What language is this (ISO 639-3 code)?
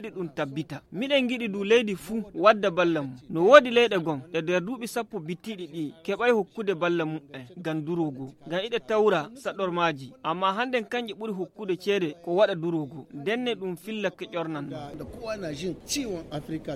fuv